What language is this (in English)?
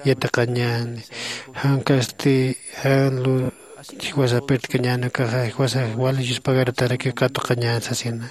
Aymara